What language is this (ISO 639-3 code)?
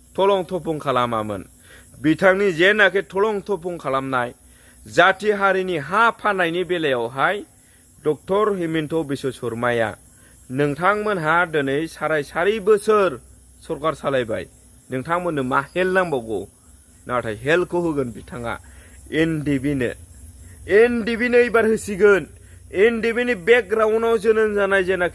brx